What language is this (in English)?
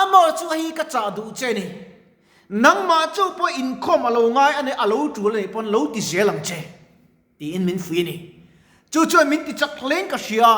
Mizo